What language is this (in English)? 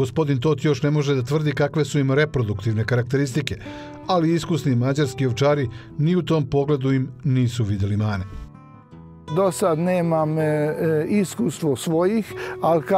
Serbian